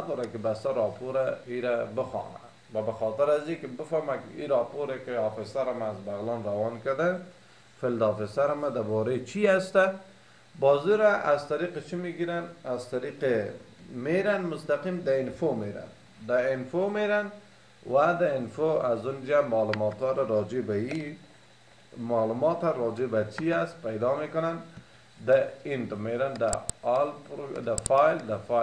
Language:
Persian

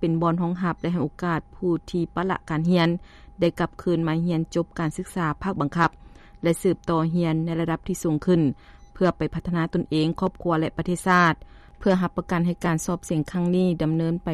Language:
Lao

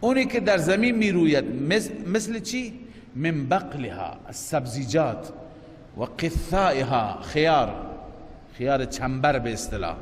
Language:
Persian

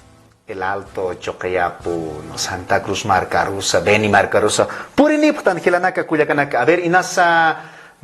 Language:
Aymara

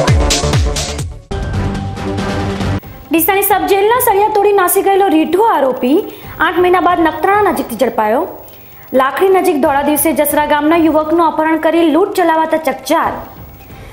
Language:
Gujarati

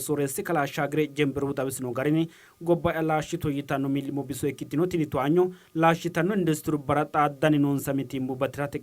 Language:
Sidamo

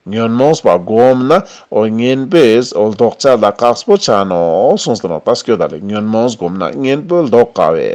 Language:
Ladakhi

